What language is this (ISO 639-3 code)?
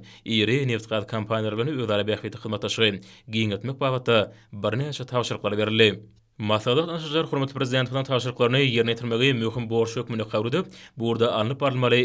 tuk